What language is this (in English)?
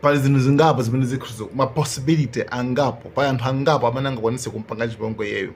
Nyanja